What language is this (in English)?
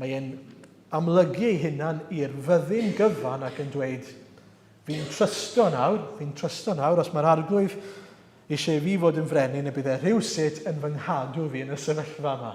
Welsh